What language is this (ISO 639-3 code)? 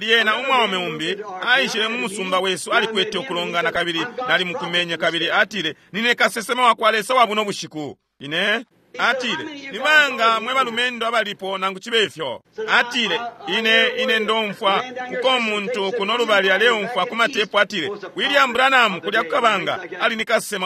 bem